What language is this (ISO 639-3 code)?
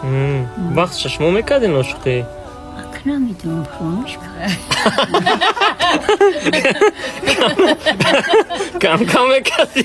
tgk